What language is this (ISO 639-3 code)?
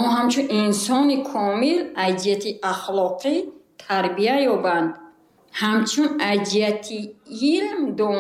tgk